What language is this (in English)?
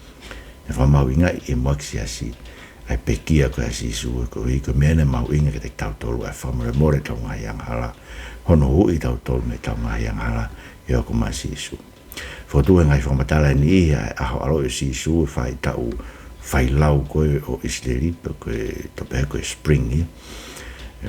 Tongan